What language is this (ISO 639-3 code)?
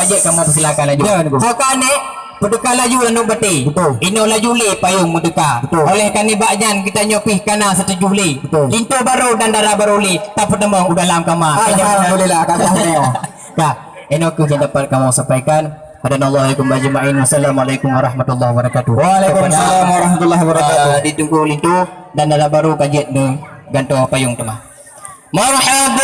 ace